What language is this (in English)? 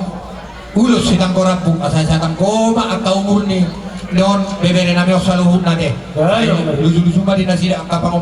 Batak Toba